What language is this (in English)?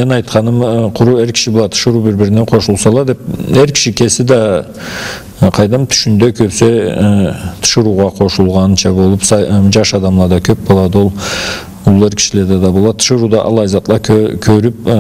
Karachay-Balkar